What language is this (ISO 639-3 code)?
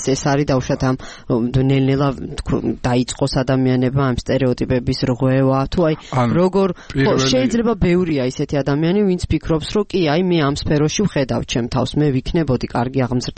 kat